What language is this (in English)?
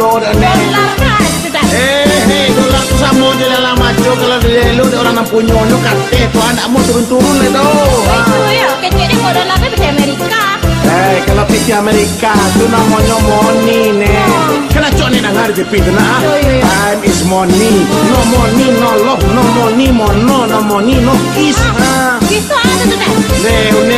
Minangkabau